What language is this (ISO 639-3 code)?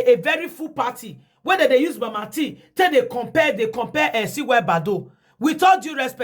pcm